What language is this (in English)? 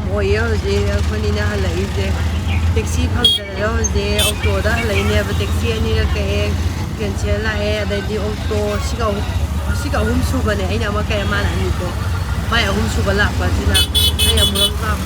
Manipuri